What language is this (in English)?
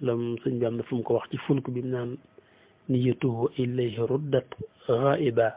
Wolof